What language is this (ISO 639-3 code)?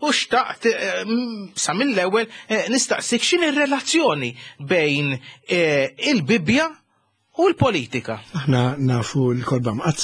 mlt